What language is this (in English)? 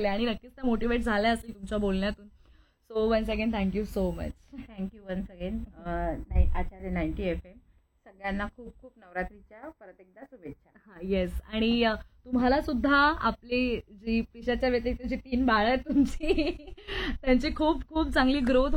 Marathi